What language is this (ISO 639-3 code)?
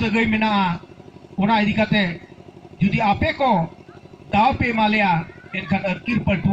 sat